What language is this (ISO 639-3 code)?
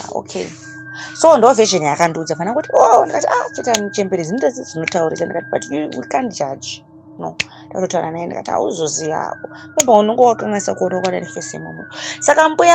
sna